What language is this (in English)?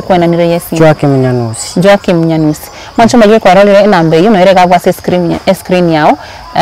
Gusii